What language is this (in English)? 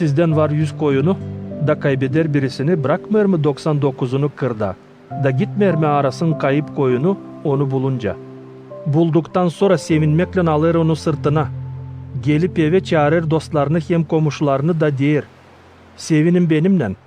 Gagauz